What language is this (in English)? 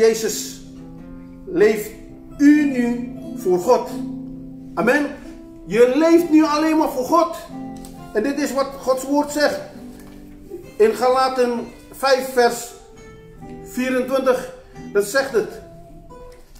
Dutch